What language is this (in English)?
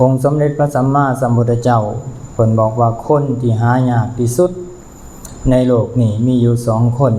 Lao